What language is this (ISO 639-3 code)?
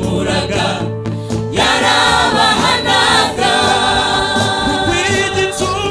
kin